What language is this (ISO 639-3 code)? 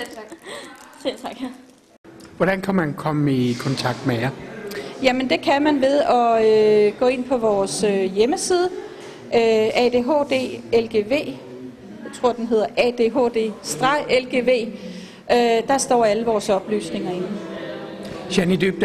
dan